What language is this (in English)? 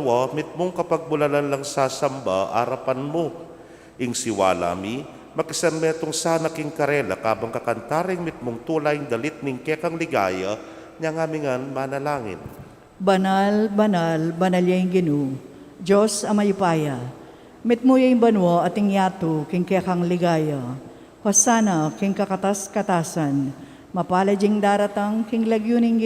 Pampanga